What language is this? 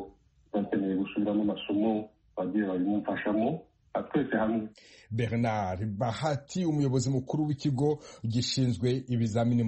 Kinyarwanda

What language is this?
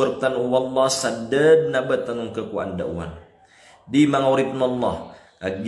Maranao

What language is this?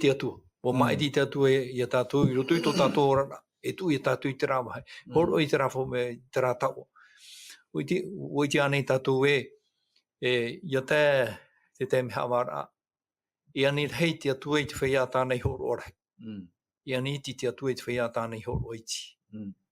Tahitian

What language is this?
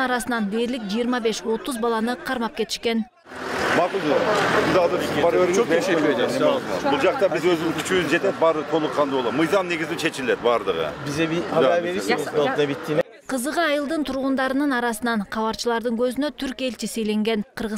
Kyrgyz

